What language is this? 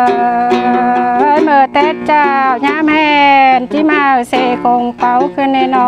Thai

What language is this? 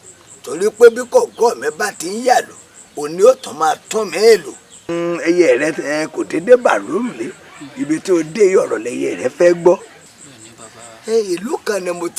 Yoruba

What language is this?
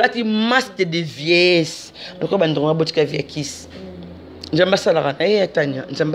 Lingala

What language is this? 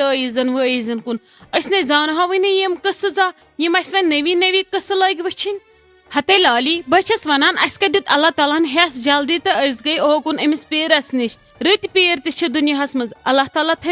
Kashmiri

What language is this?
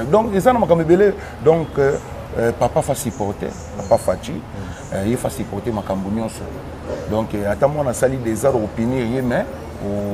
Lingala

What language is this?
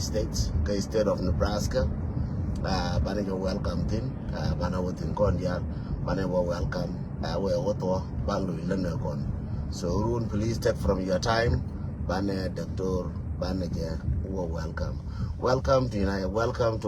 Nuer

